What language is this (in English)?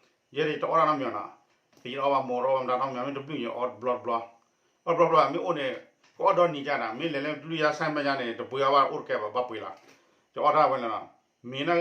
S'gaw Karen